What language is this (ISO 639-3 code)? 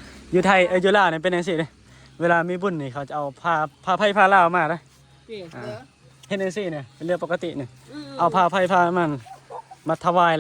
tts